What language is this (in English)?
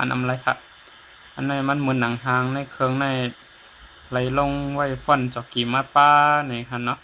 Shan